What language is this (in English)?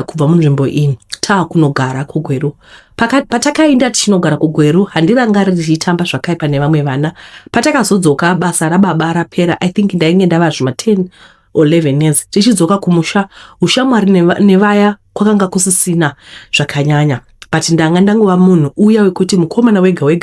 Shona